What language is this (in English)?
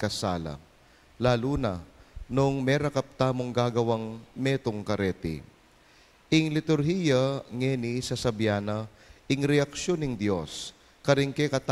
Pampanga